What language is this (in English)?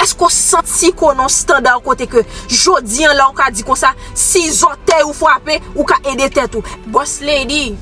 Haitian Creole